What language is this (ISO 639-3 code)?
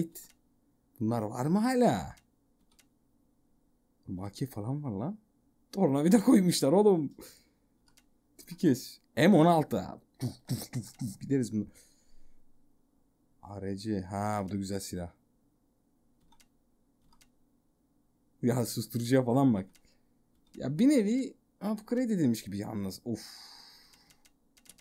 tur